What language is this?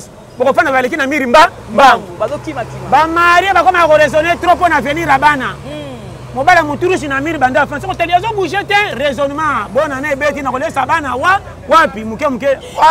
Lingala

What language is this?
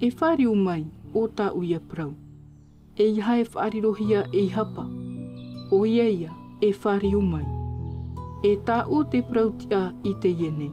Tahitian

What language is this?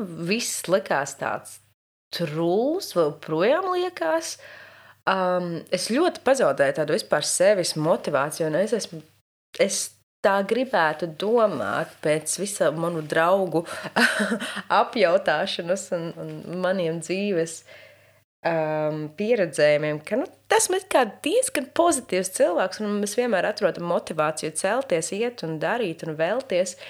Latvian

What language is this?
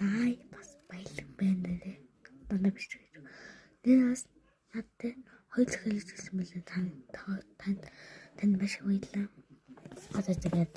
Mongolian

